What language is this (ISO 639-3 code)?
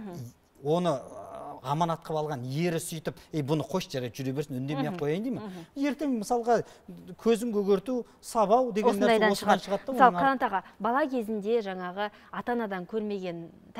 kaz